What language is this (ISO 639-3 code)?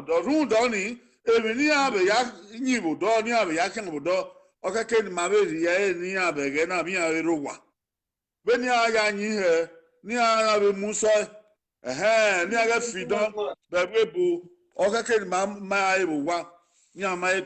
bin